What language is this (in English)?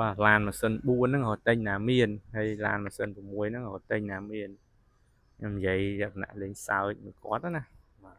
Khmer